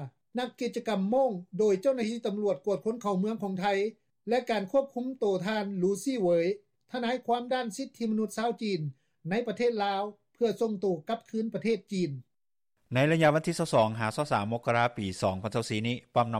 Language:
Lao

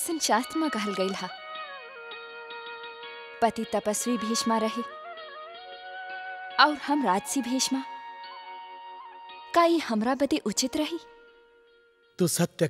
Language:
Bhojpuri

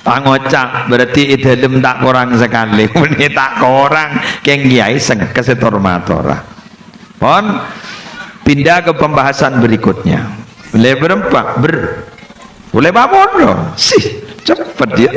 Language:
Madurese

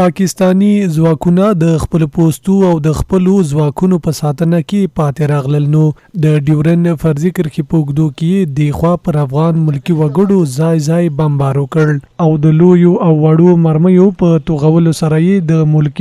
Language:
Pashto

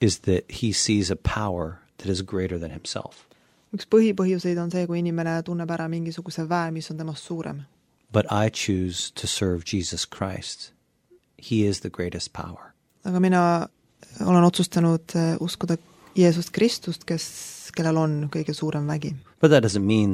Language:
Estonian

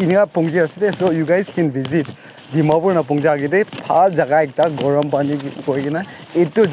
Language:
Naga Pidgin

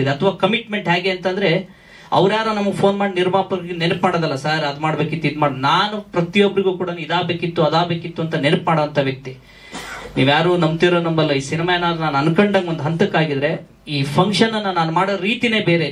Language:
Kannada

